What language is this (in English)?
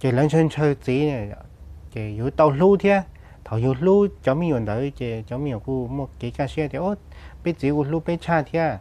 Hmong